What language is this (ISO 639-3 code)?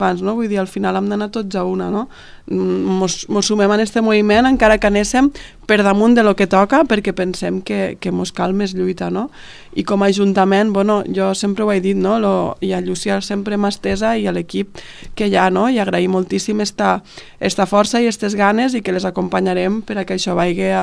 cat